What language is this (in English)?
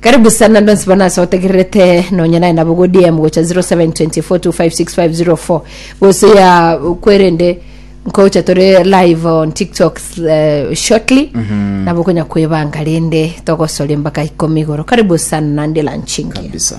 Gusii